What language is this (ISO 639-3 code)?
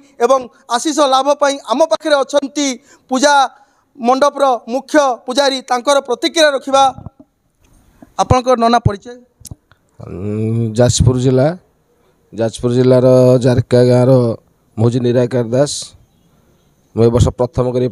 ori